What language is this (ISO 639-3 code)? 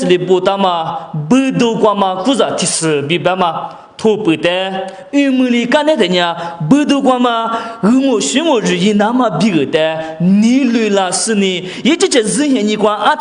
lis